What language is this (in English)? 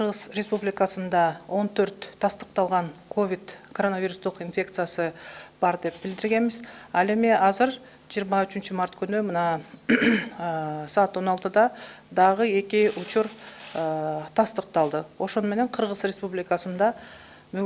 Kyrgyz